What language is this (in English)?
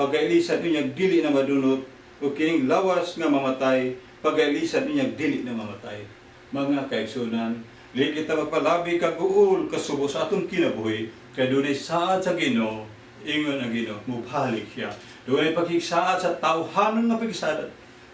Cebuano